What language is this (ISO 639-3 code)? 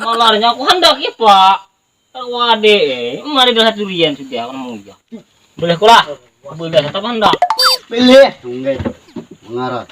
bjn